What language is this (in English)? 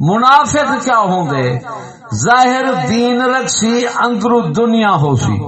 Saraiki